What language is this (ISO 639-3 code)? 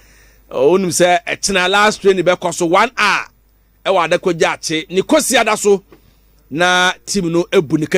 aka